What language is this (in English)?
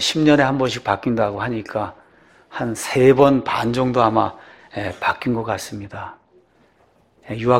Korean